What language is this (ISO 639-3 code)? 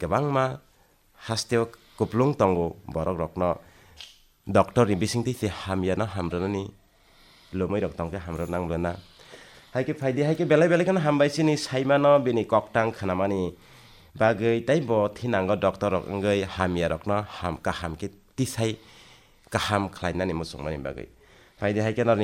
trp